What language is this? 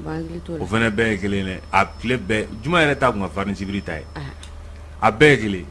Bambara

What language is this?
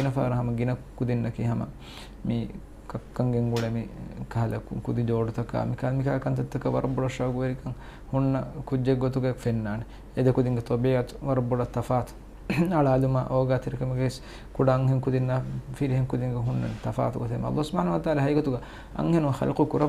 Divehi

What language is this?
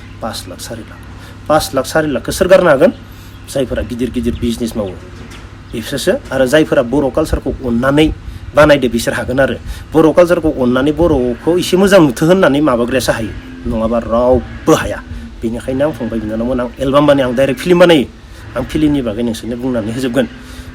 Bodo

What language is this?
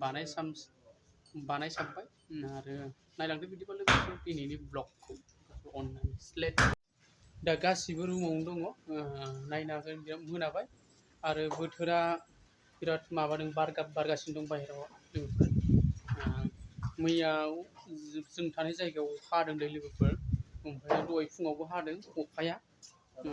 Bodo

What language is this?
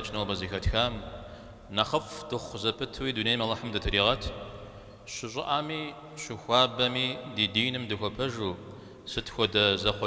Kabardian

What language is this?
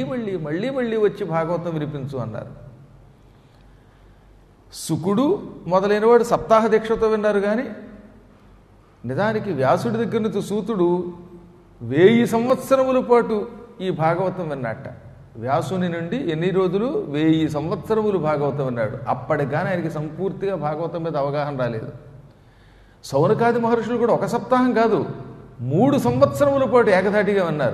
Telugu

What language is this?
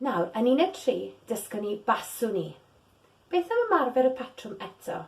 Welsh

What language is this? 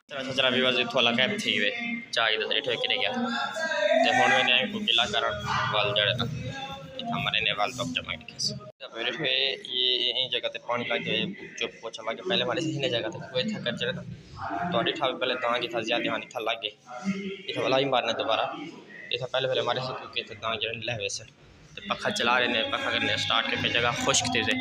Saraiki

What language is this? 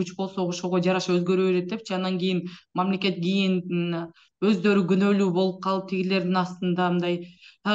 Kyrgyz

